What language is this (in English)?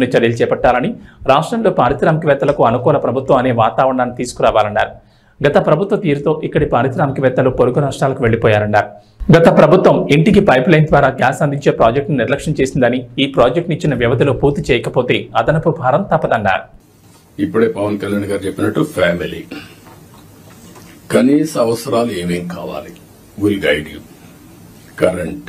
Telugu